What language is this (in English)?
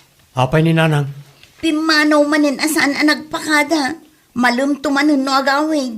Iloko